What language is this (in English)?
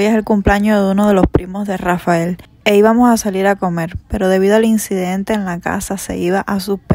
Spanish